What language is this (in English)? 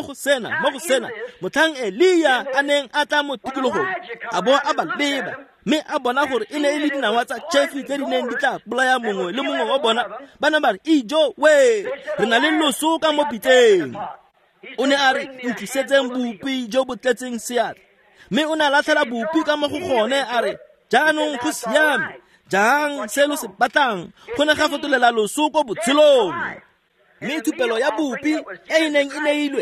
Tswana